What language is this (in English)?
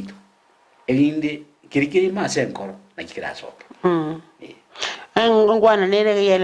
Gusii